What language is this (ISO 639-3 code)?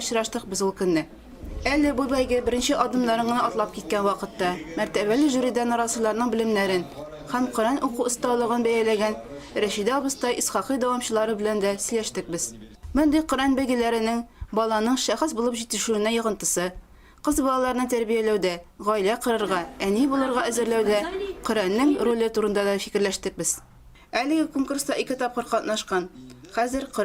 tat